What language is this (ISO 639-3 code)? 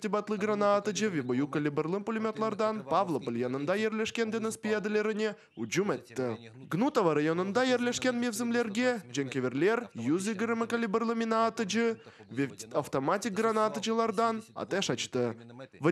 crh